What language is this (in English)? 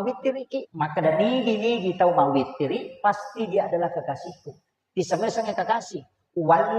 Buginese